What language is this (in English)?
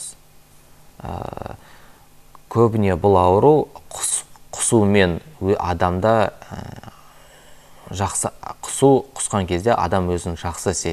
Kazakh